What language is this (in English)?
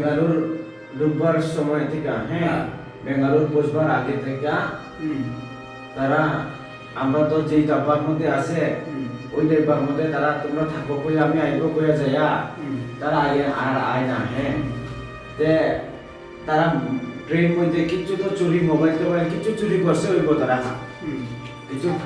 Riang (India)